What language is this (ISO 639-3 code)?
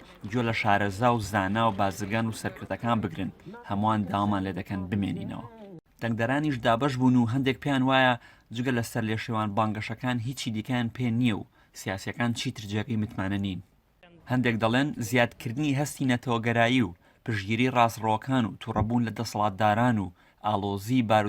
ckb